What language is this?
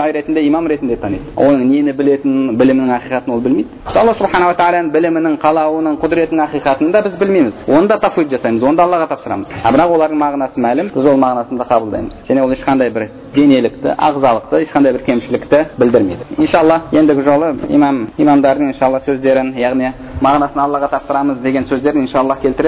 Kazakh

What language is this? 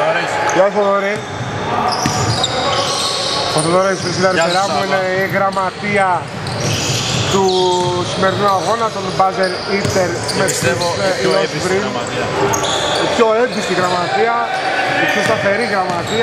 Greek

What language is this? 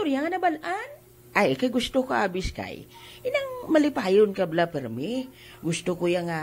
Hiligaynon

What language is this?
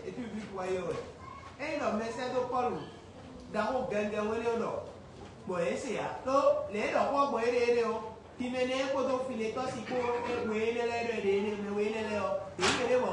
Fon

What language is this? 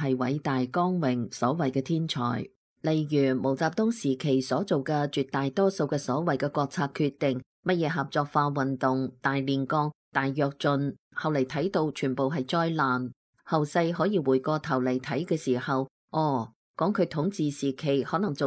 Cantonese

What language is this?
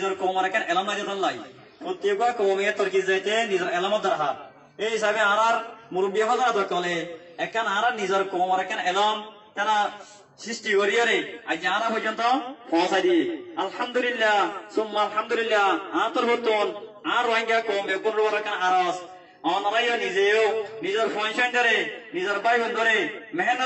Rohingya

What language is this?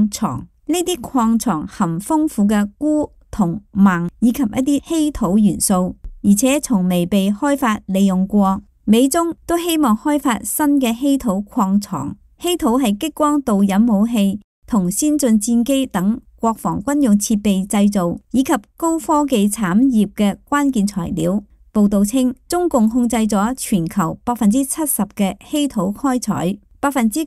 Cantonese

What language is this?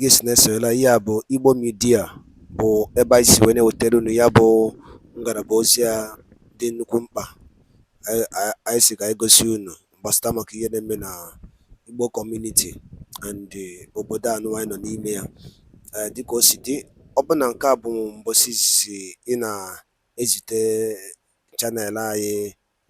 Igbo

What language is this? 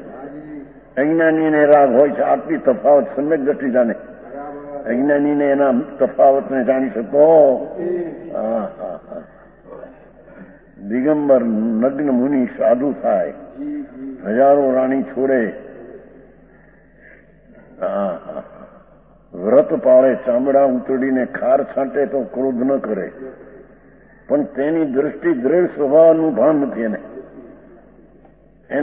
Gujarati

